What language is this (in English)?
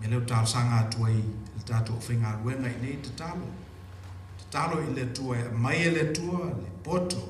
Samoan